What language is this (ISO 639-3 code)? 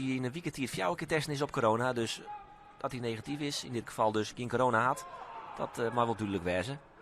fry